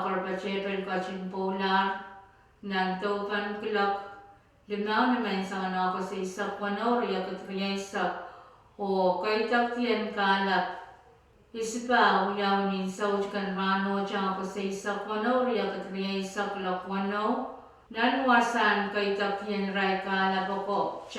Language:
Pohnpeian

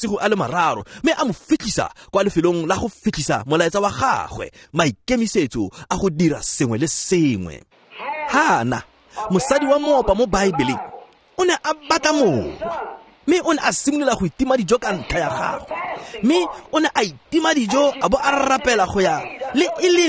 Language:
Tswana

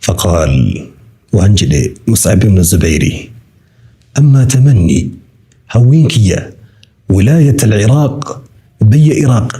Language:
Oromo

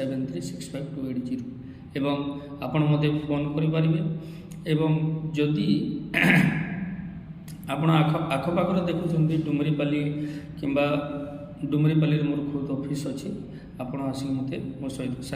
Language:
Odia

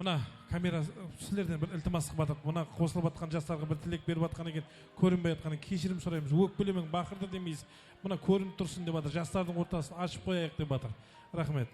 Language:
Kara-Kalpak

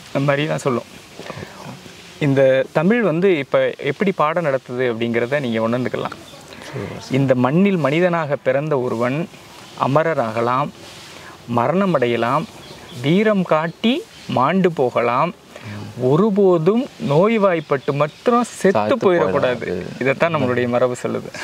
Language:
Tamil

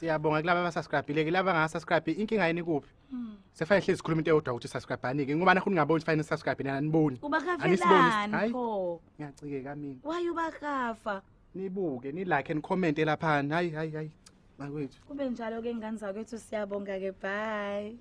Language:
North Ndebele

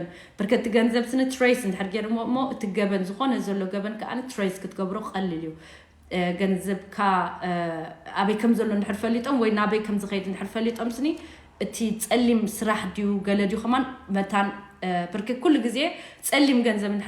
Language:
Tigrinya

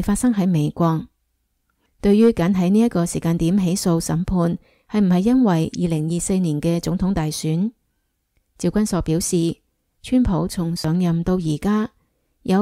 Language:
Cantonese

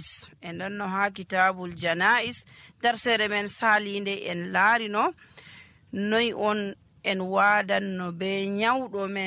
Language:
Nigerian Fulfulde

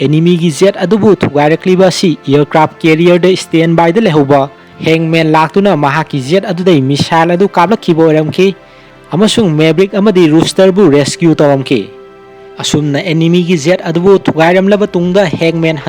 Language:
Manipuri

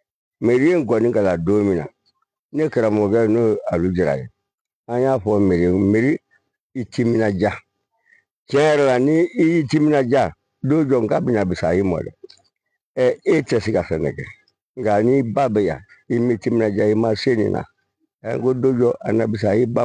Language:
Bambara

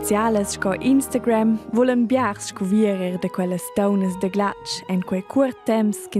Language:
Romansh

